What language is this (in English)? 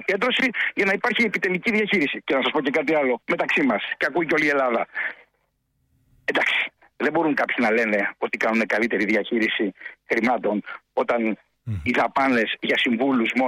Greek